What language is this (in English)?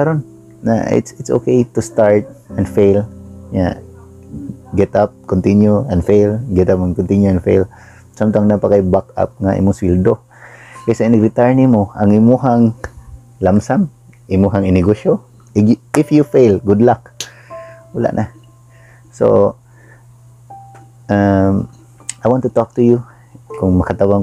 Cebuano